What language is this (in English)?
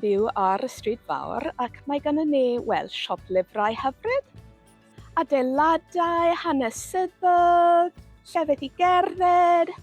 Welsh